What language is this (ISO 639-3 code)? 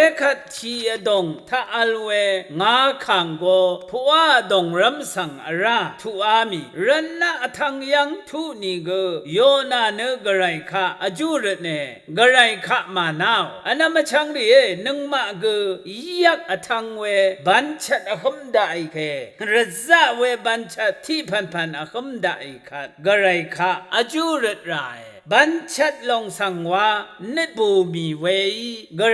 raw